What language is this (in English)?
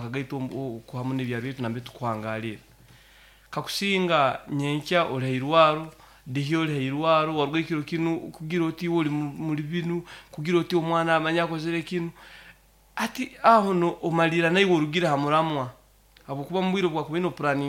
Nyoro